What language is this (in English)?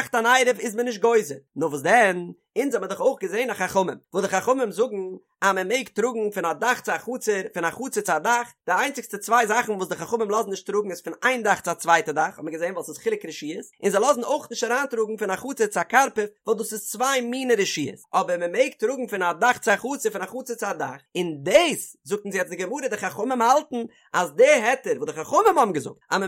Yiddish